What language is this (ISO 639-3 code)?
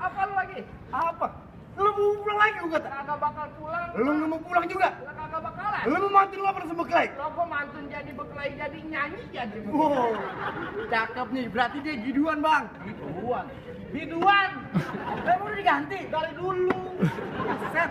bew